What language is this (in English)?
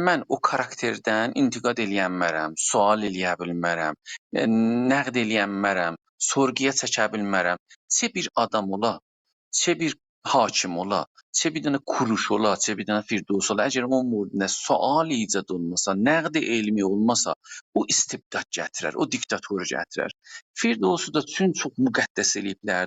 South Azerbaijani